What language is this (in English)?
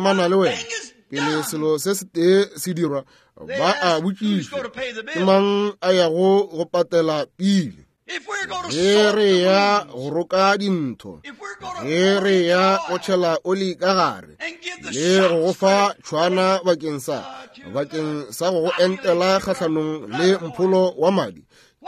Northern Sotho